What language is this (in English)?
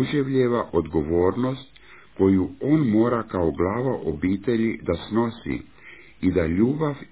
Croatian